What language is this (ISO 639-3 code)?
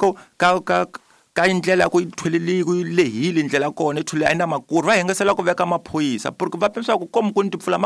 tso